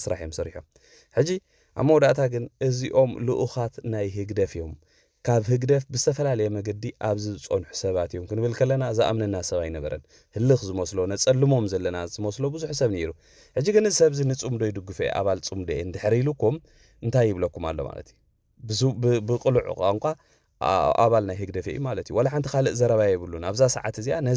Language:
Tigrinya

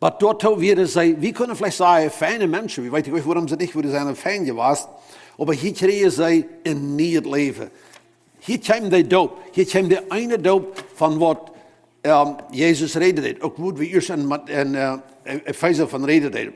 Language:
Plautdietsch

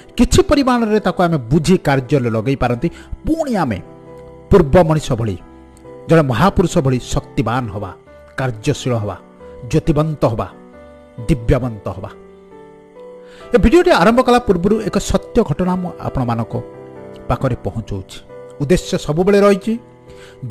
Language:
Odia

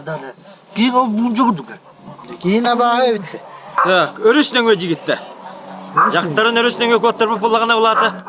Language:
Yakut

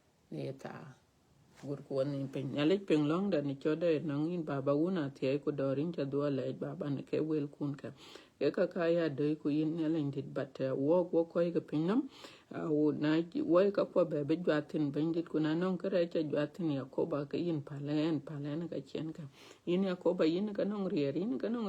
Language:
Dinka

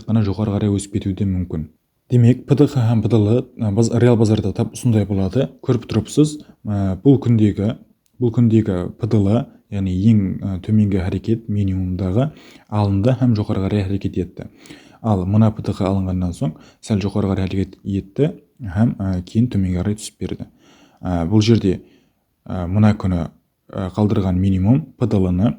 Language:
Kara-Kalpak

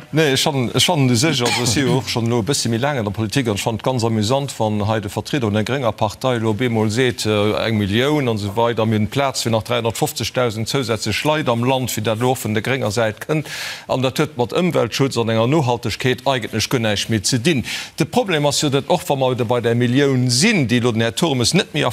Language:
Luxembourgish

